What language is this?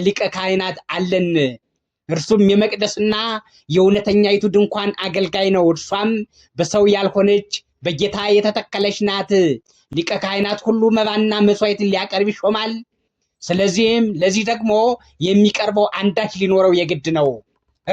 Amharic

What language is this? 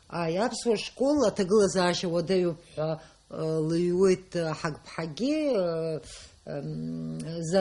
Abkhazian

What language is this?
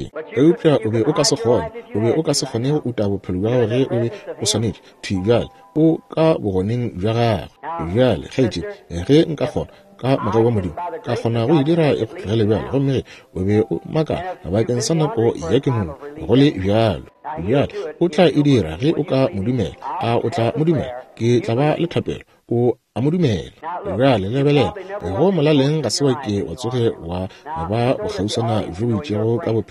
Northern Sotho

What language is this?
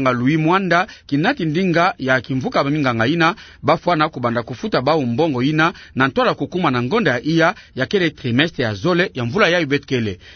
Kituba (Democratic Republic of Congo)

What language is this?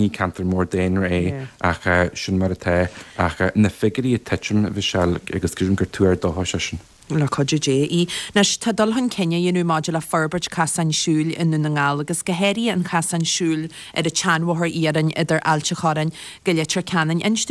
Irish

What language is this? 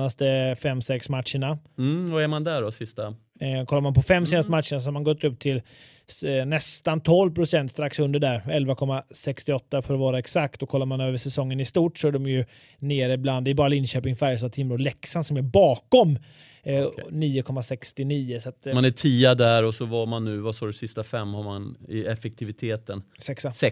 Swedish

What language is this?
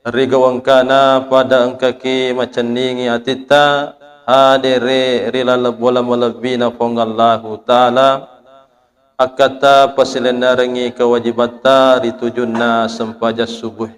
Buginese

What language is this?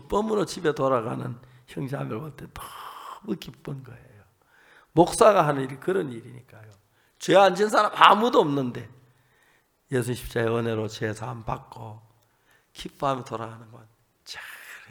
Korean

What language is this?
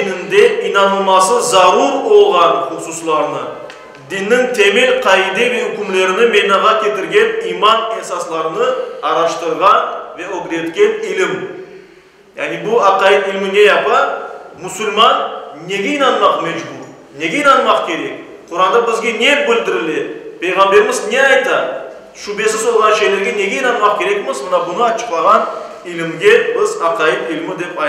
Crimean Tatar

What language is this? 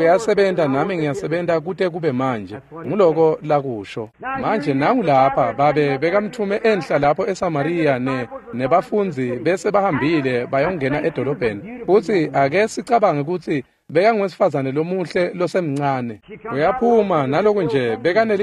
Swati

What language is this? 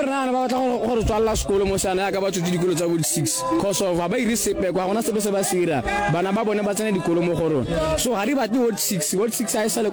Northern Sotho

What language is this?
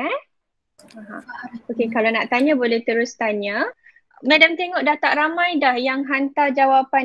Malay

